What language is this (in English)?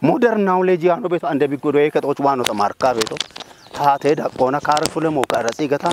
Kafa